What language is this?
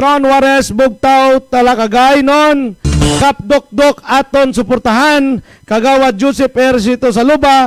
Hiligaynon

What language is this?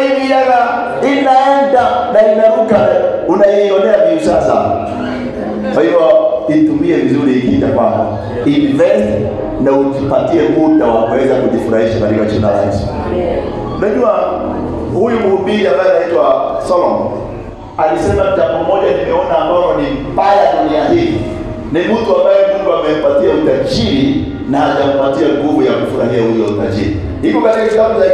Swahili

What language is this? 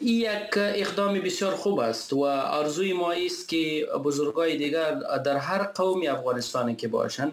Persian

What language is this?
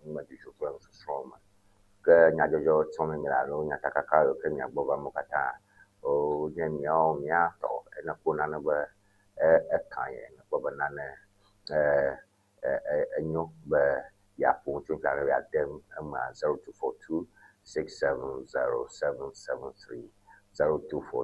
Ewe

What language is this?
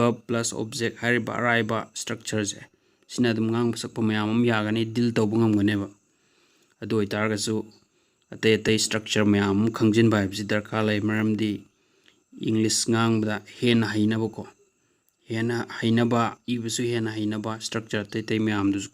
Manipuri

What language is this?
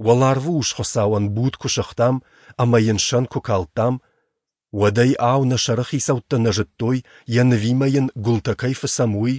Ossetic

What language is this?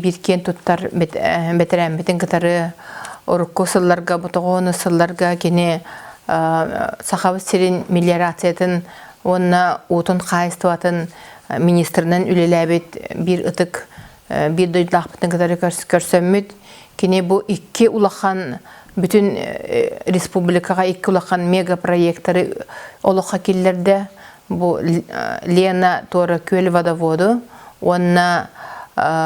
Yakut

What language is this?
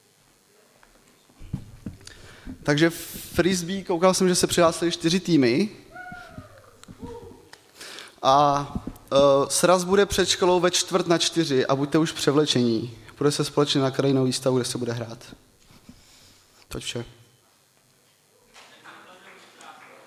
Czech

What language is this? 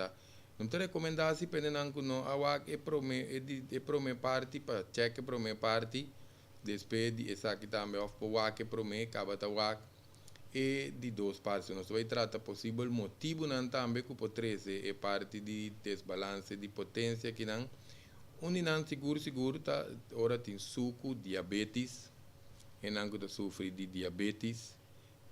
Papiamento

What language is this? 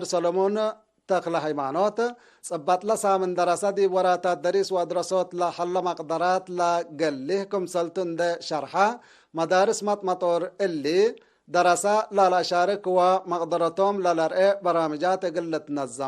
Tigre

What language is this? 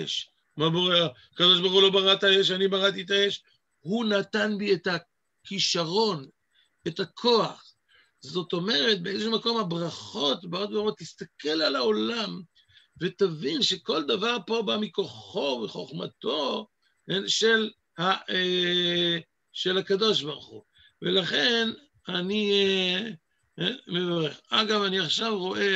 Hebrew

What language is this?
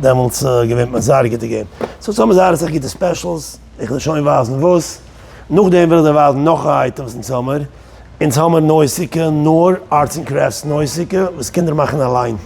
Yiddish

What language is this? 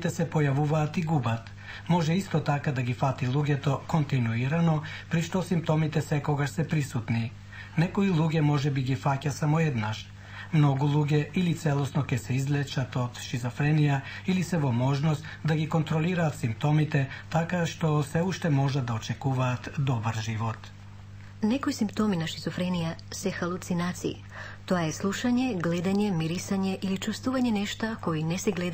Macedonian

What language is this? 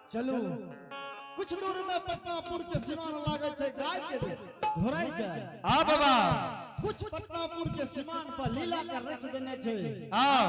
Angika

